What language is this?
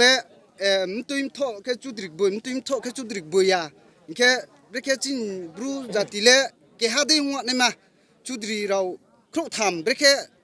Riang (India)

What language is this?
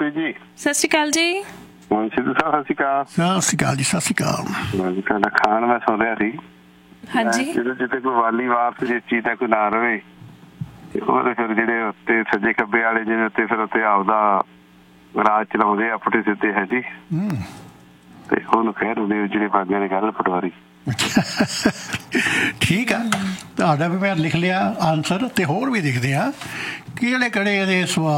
Punjabi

